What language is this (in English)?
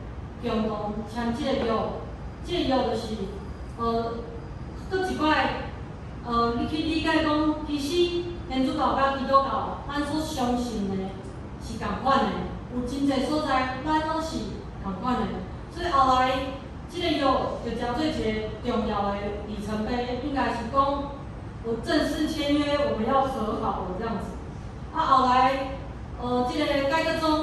Min Nan Chinese